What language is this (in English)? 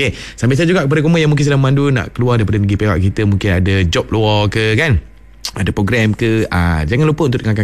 Malay